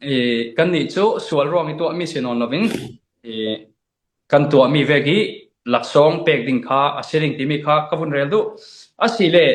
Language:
Falam Chin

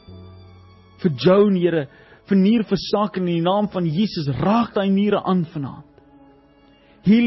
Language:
Afrikaans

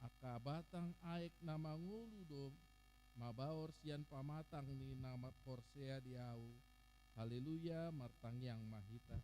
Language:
Batak Toba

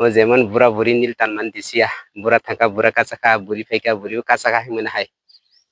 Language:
Kok Borok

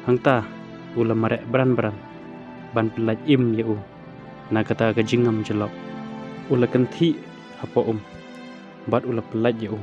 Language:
Khasi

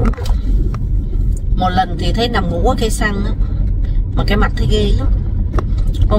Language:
Vietnamese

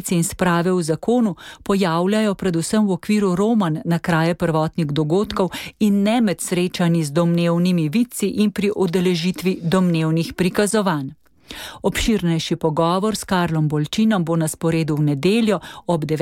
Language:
Slovenian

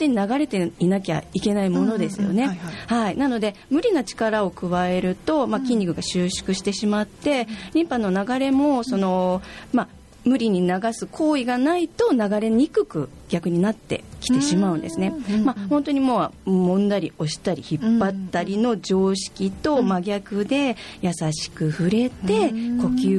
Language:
Japanese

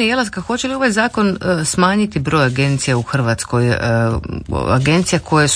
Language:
Croatian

